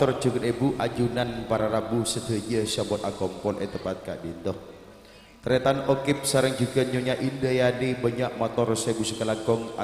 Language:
Madurese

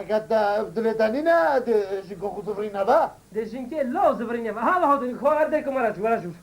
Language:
Kurdish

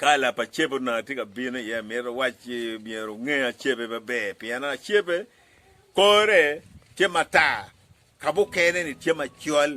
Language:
Acoli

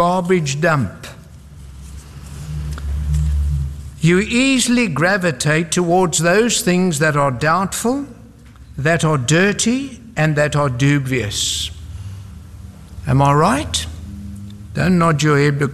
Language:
English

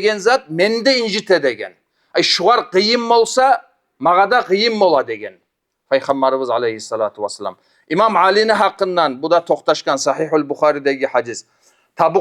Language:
Kumyk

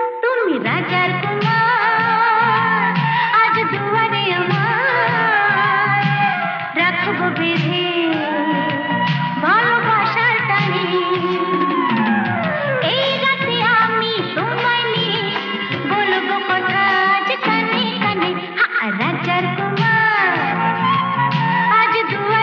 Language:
Bangla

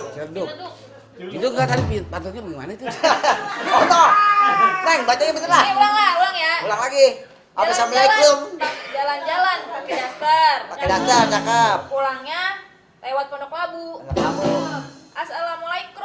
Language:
Betawi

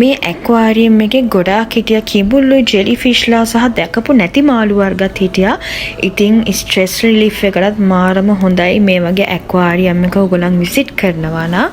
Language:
Sinhala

